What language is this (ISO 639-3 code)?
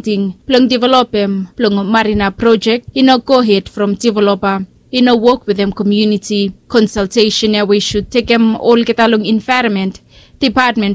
bis